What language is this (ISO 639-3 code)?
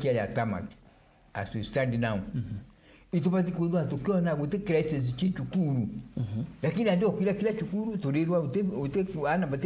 mer